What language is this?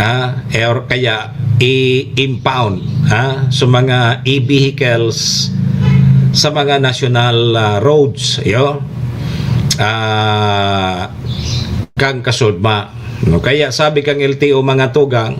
Bikol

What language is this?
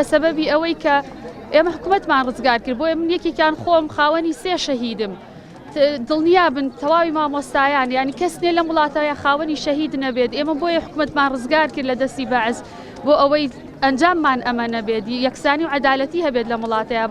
Central Kurdish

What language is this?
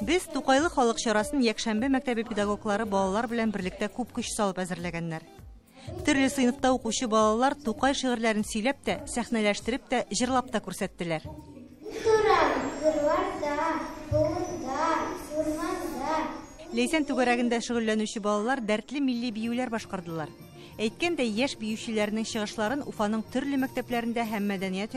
Tatar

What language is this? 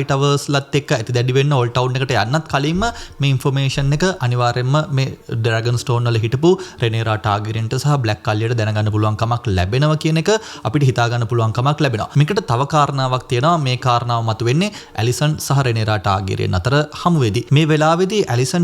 Sinhala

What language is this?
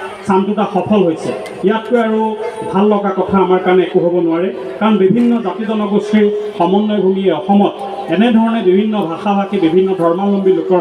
Assamese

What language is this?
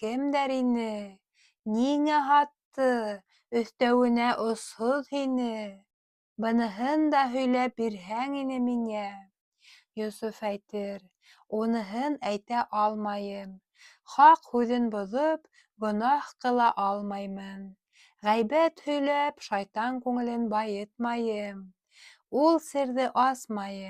Bashkir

